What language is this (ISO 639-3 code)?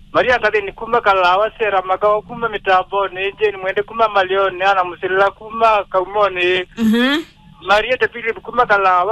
kam